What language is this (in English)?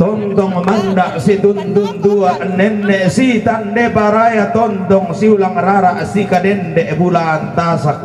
Toraja-Sa'dan